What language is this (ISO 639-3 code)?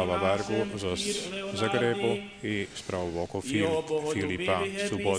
rue